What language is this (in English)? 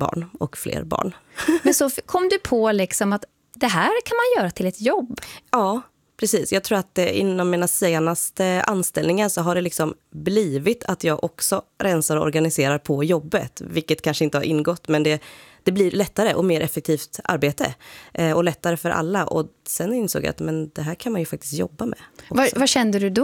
Swedish